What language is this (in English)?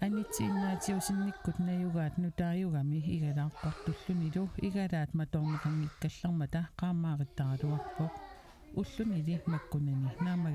Kalaallisut